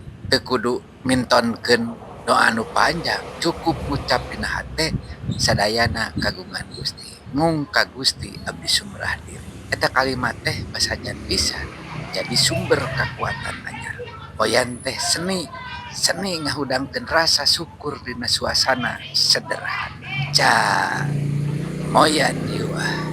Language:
Sundanese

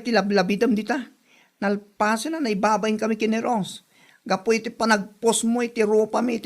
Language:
Iloko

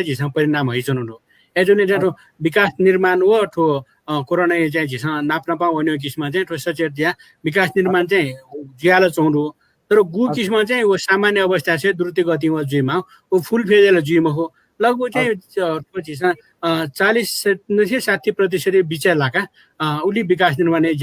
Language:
Newari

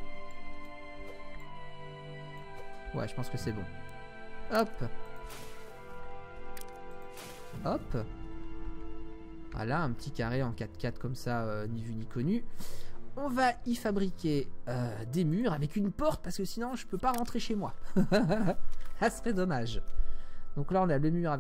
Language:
French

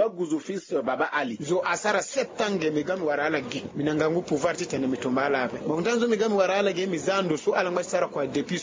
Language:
Sango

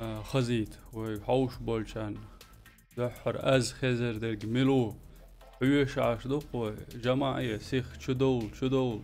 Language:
Chechen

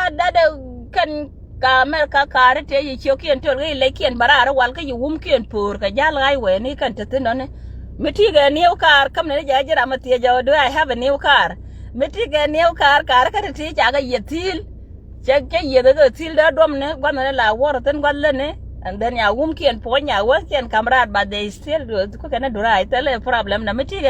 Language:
Nuer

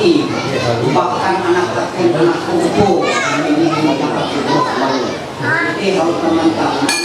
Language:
Ma'anyan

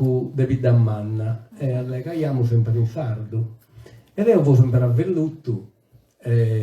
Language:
Sardinian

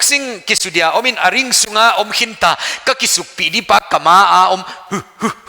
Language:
Paite Chin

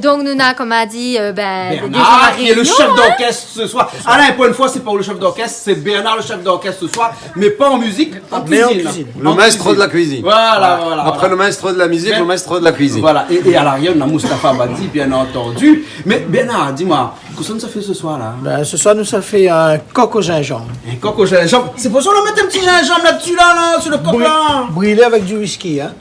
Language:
Réunion Creole French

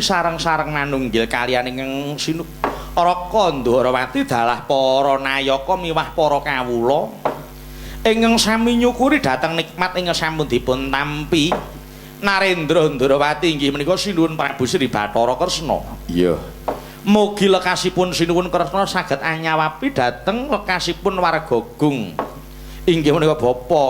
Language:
Javanese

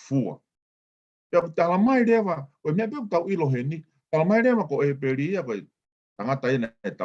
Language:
Tongan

